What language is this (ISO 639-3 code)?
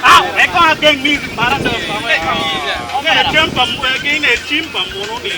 ach